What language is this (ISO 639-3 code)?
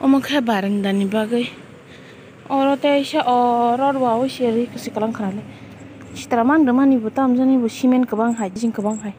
trp